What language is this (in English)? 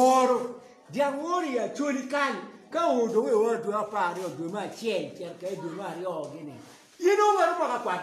Acoli